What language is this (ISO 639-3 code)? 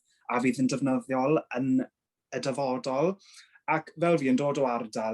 cym